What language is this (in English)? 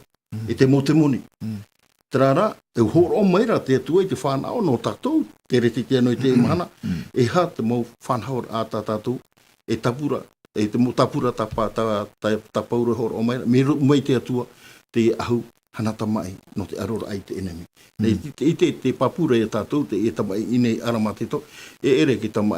Tahitian